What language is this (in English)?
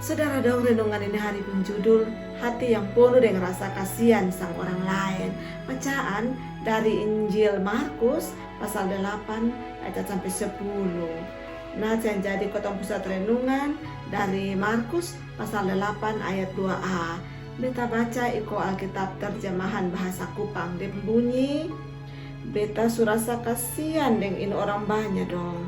Kupang Malay